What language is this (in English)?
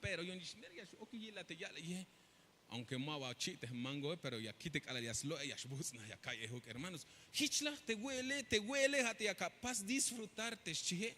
Tzeltal